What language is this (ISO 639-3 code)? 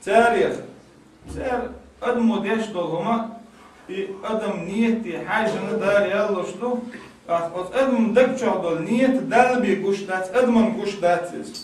che